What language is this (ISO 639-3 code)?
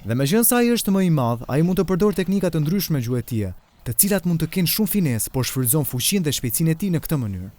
sqi